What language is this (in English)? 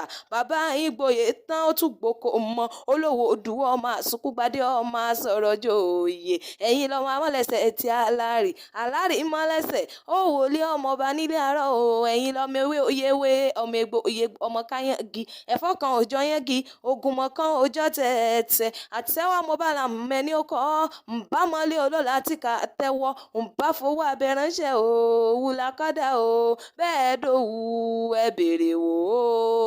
Yoruba